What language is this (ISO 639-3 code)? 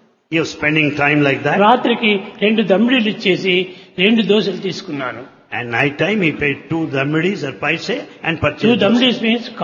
tel